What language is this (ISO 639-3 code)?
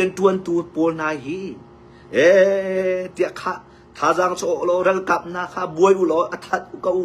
cnh